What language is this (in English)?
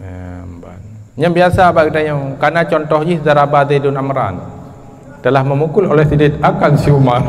Achinese